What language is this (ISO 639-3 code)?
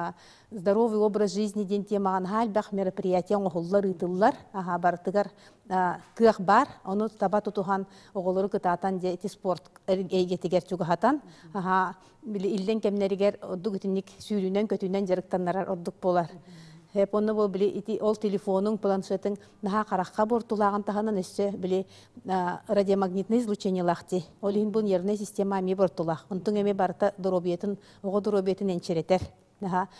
sah